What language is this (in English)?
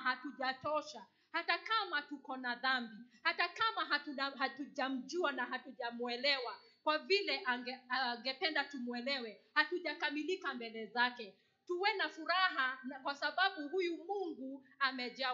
Swahili